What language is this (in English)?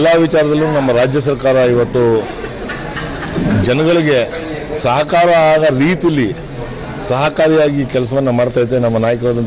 Kannada